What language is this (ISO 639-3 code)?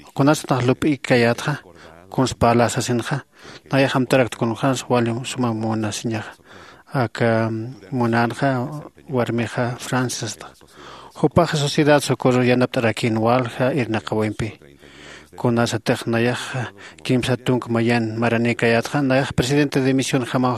aym